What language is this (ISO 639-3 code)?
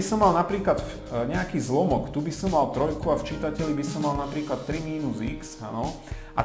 slk